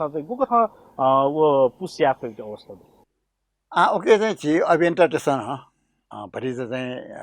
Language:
Newari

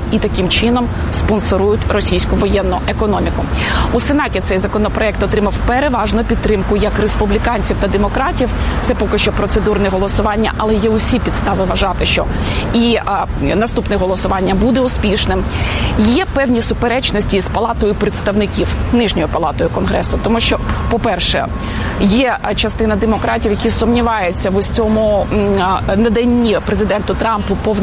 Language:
Ukrainian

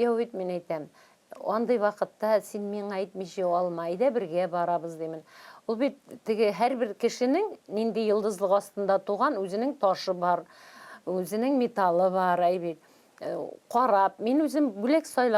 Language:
Tatar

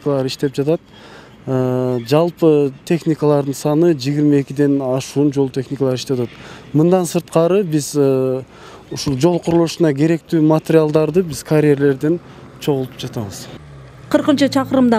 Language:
Kyrgyz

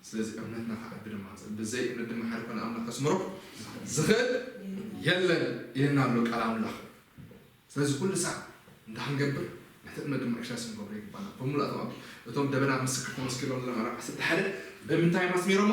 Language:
Tigrinya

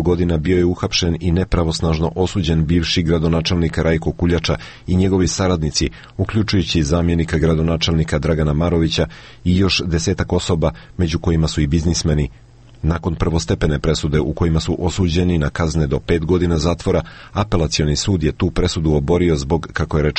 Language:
Serbian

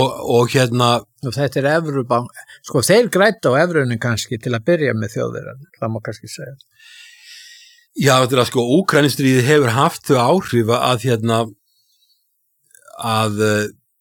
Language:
Icelandic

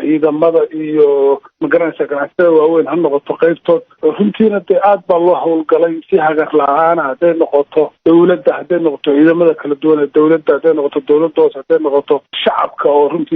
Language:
Somali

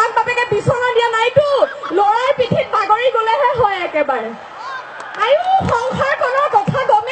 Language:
Assamese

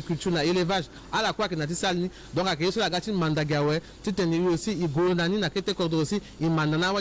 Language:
Sango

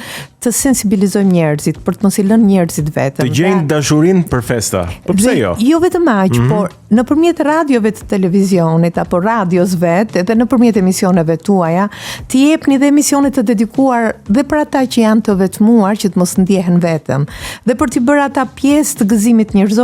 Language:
Albanian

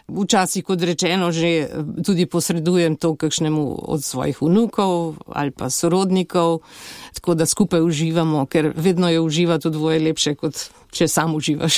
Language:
Slovenian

